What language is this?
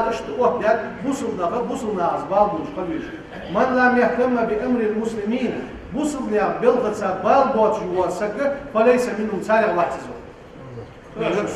Ingush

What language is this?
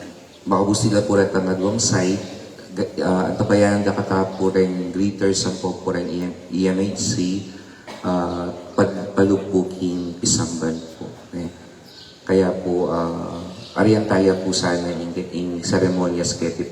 Pampanga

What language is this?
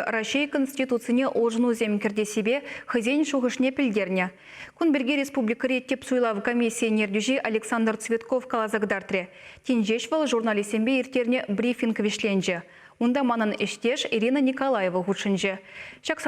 Chuvash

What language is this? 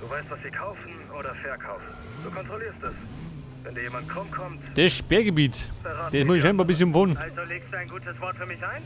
Bavarian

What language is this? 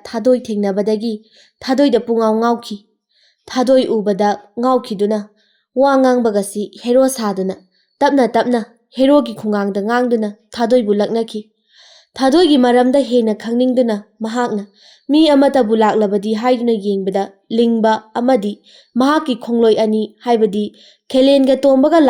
Manipuri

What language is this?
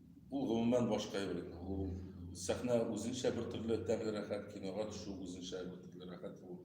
Tatar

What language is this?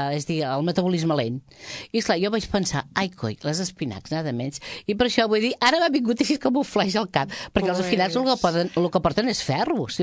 Catalan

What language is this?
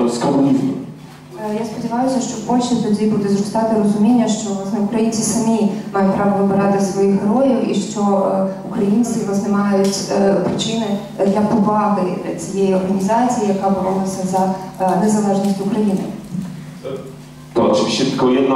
Ukrainian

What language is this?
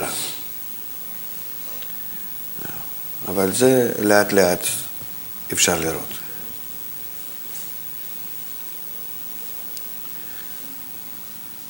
Hebrew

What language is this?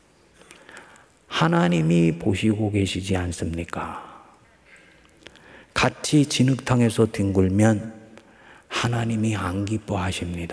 Korean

